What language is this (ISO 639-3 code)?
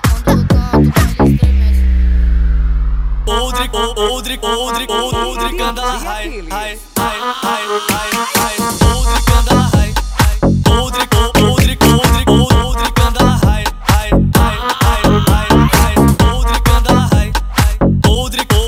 por